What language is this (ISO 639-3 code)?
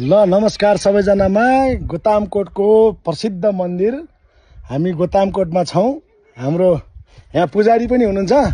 nep